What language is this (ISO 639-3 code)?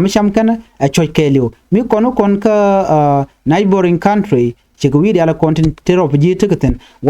nus